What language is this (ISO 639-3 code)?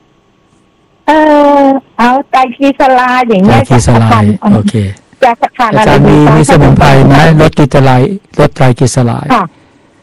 tha